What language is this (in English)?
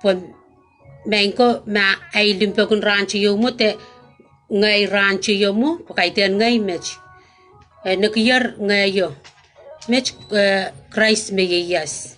Pohnpeian